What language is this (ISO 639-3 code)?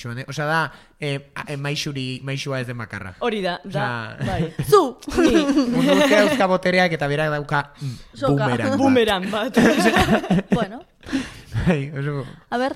eus